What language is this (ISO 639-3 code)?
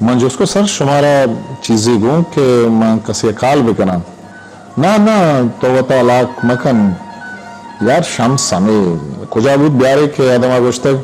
bgp